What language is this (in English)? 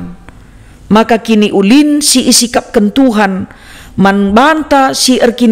Batak Karo